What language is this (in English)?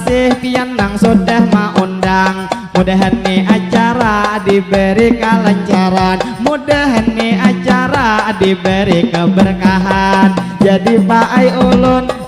Banjar